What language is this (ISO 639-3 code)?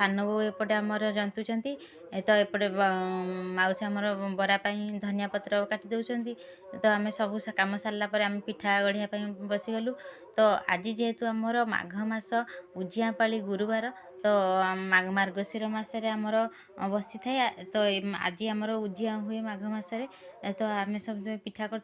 ori